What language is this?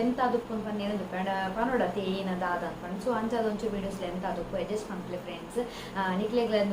Tulu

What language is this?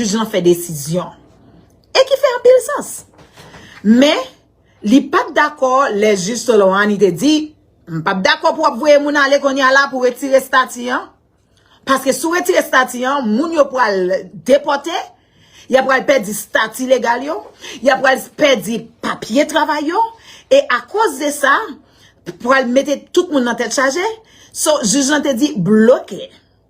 Haitian Creole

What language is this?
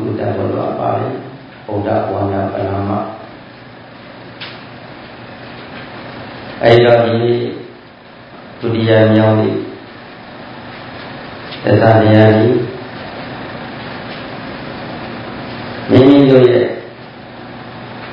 Burmese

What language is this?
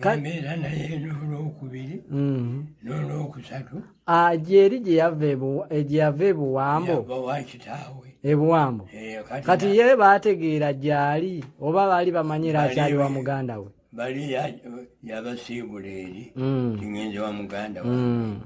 Ganda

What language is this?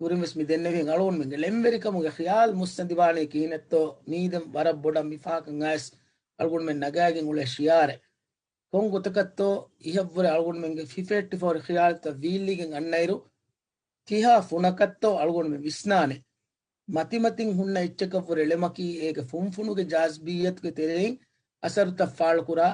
Divehi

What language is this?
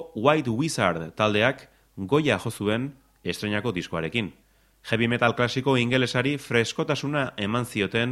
Basque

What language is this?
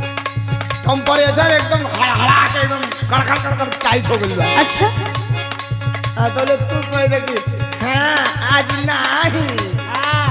Bhojpuri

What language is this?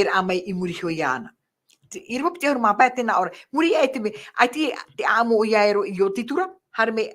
Tahitian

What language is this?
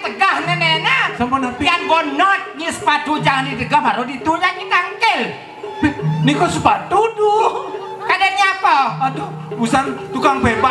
Balinese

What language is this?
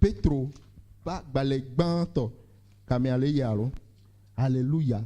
Ewe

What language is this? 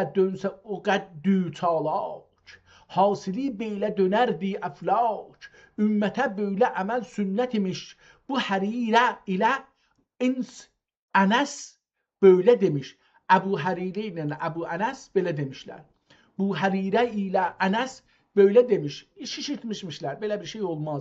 South Azerbaijani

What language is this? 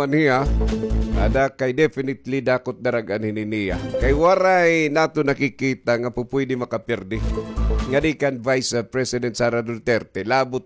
Waray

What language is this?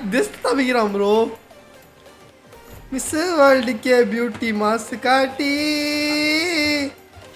Tamil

